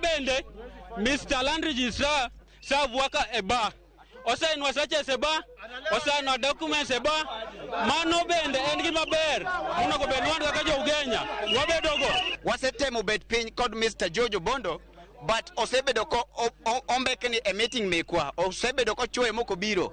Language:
Luo (Kenya and Tanzania)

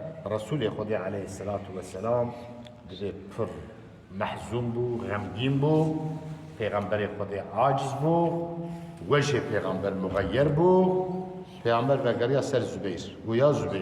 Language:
Kurdish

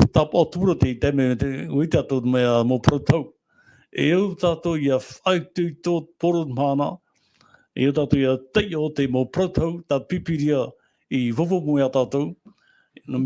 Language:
Tahitian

